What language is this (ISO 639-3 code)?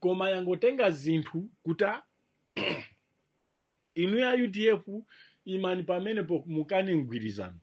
nya